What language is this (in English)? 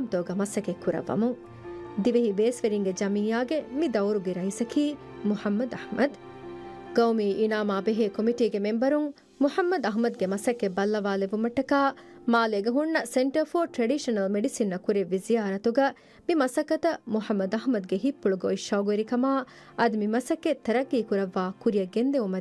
Divehi